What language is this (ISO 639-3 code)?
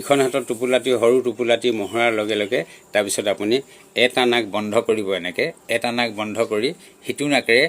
asm